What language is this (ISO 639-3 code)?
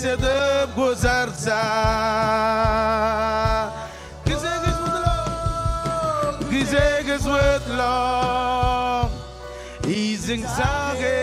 mah